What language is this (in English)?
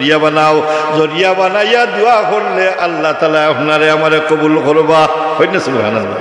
Sylheti